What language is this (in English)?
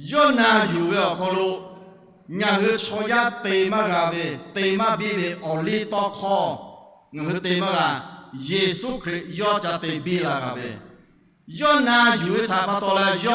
Lahu